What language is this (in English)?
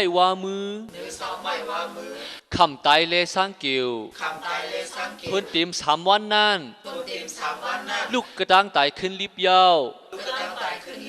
Shan